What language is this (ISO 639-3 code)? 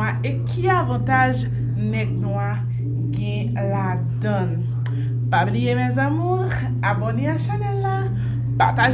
hat